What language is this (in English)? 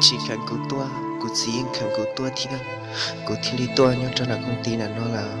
Hmong